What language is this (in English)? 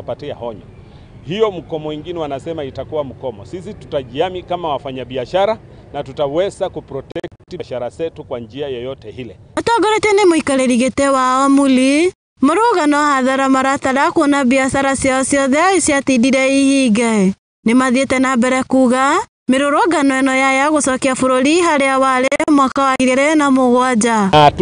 Kikuyu